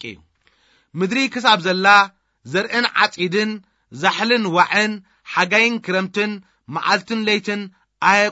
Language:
Tigrinya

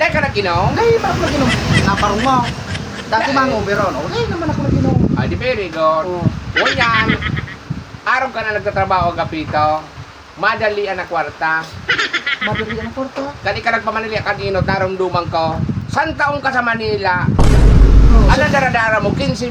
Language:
Bikol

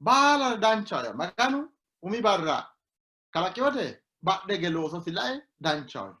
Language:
Sidamo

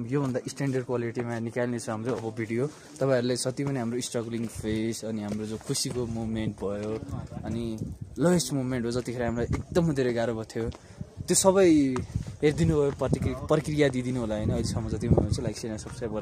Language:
Nepali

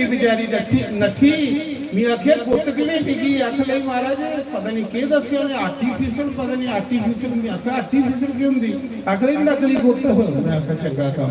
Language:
Dogri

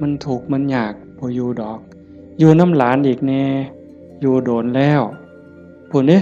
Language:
Northeastern Thai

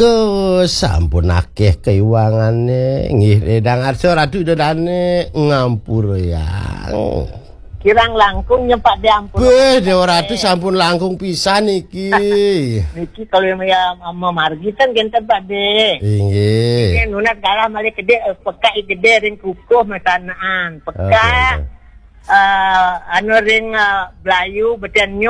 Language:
Balinese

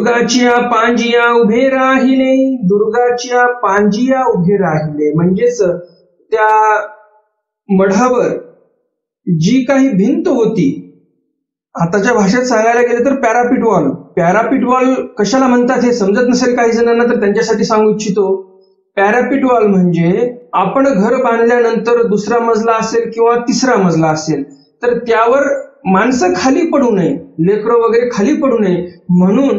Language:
Marathi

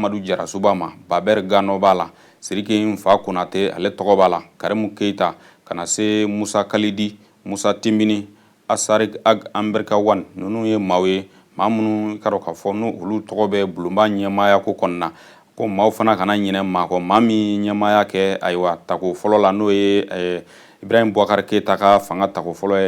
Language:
Bambara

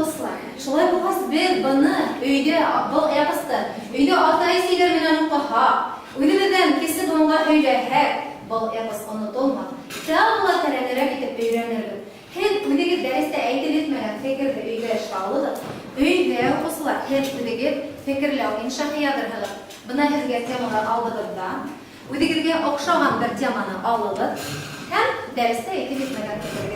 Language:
Bashkir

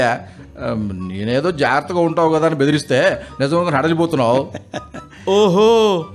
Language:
Telugu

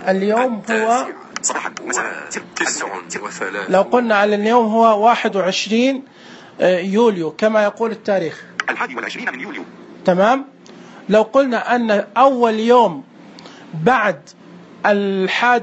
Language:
Najdi Arabic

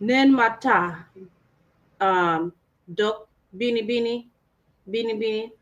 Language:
Acoli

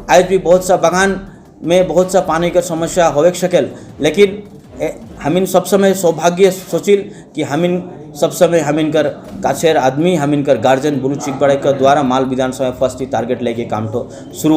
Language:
Sadri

